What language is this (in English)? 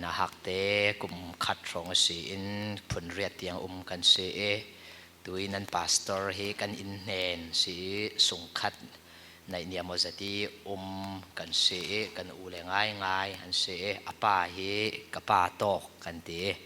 Falam Chin